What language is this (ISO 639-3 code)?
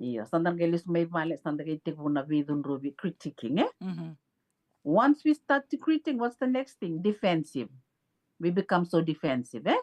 fij